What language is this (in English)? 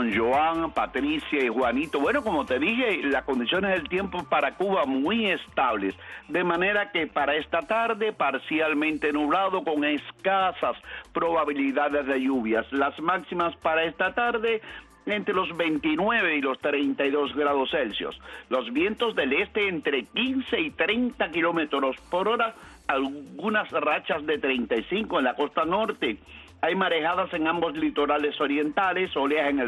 Spanish